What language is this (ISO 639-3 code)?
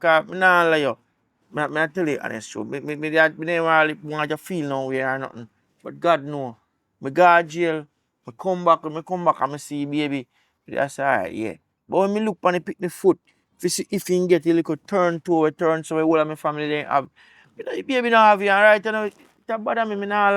jam